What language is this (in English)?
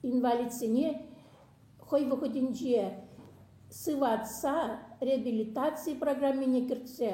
Chuvash